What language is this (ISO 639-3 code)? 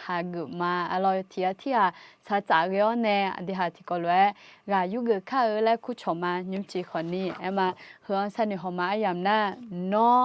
ahk